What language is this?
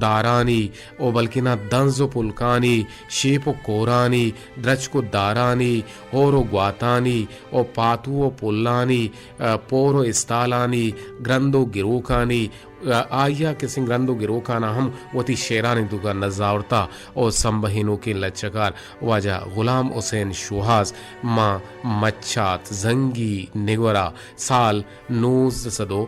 Eastern Balochi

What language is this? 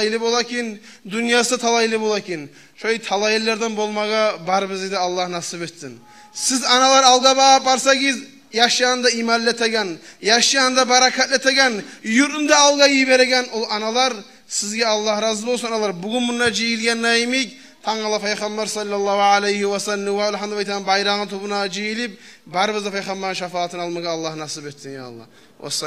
Kumyk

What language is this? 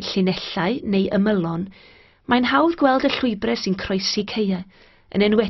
Welsh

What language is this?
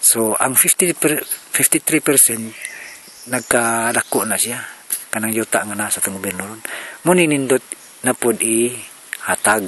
Cebuano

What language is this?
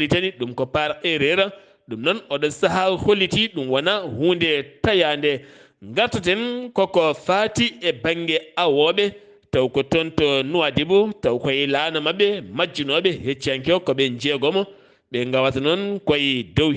Fula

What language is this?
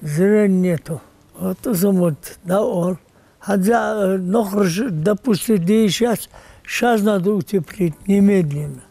Ingush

